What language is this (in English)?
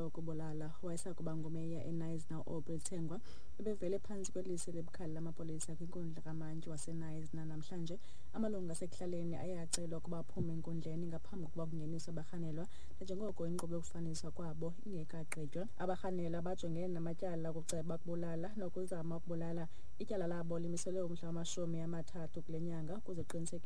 Xhosa